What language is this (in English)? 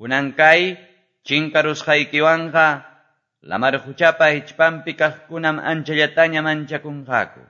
Quechua